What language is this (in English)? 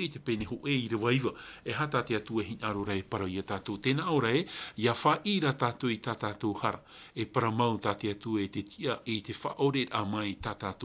Tahitian